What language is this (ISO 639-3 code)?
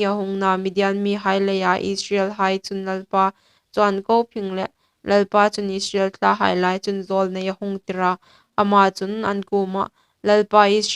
hmr